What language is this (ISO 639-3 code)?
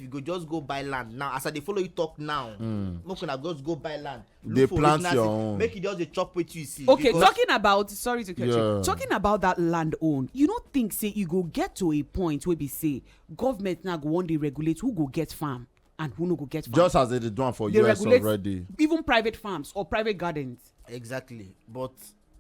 pcm